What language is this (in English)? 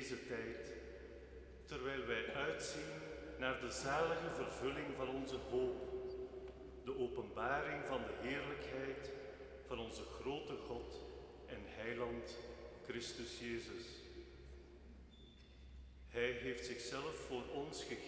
Dutch